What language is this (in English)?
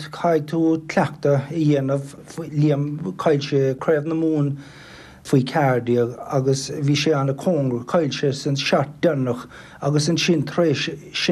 Irish